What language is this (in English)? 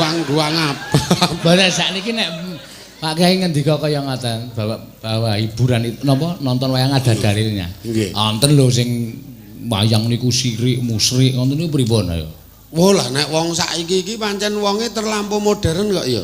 Javanese